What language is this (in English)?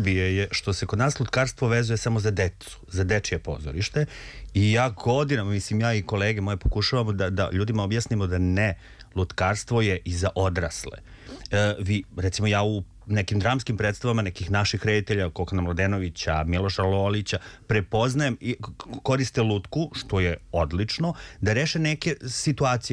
Serbian